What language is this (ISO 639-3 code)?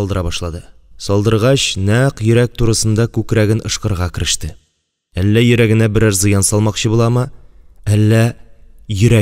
tat